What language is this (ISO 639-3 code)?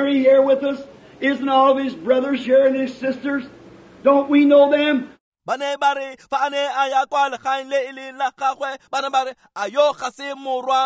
tsn